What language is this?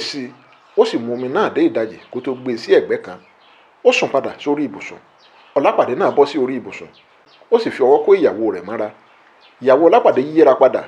Yoruba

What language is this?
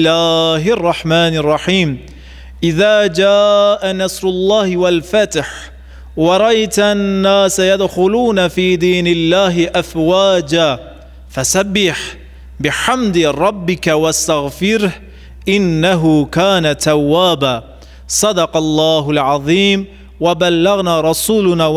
Kurdish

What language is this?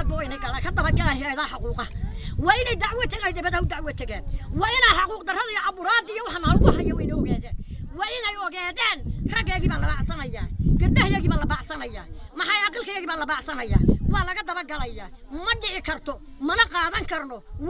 Somali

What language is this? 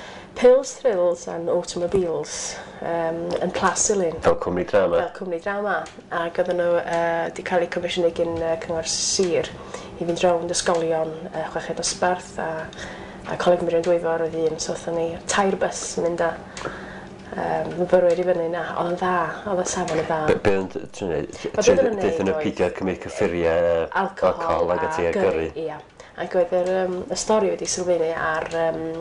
Welsh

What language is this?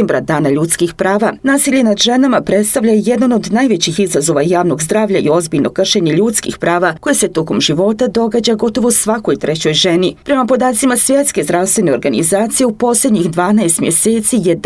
Bosnian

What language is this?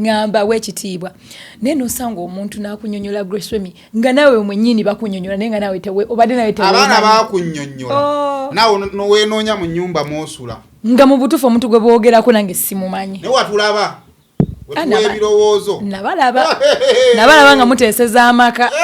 Ganda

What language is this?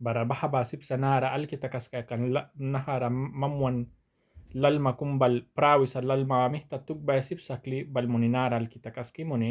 Mískito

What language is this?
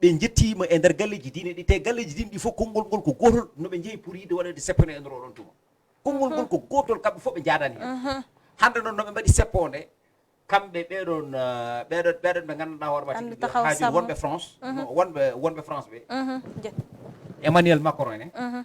Fula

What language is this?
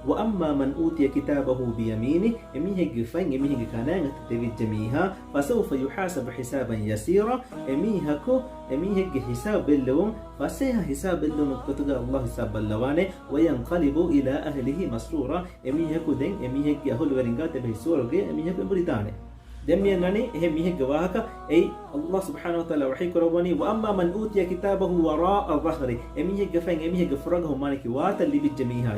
Divehi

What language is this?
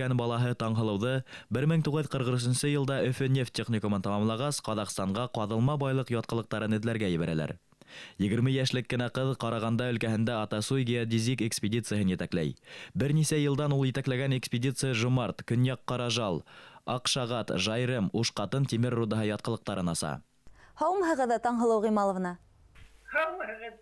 Bashkir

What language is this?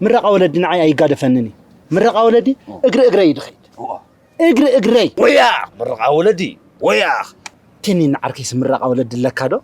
Tigrinya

